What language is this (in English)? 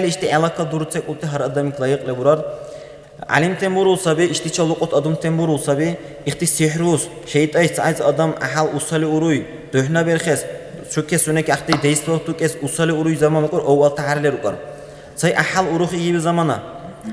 Dargwa